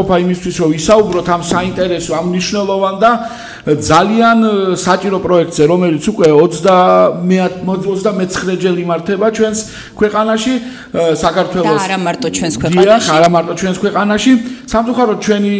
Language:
Georgian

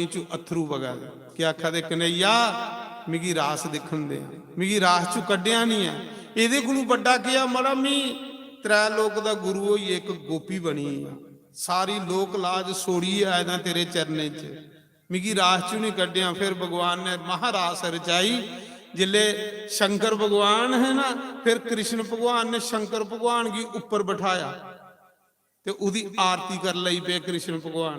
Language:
Dogri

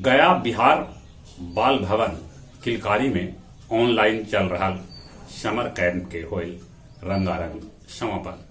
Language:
Magahi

